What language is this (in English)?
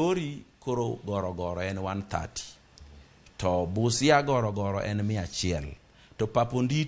Luo (Kenya and Tanzania)